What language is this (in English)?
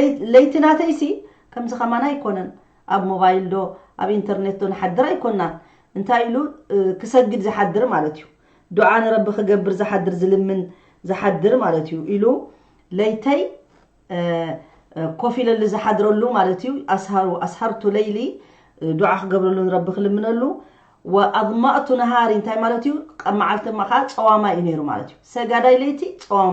Tigrinya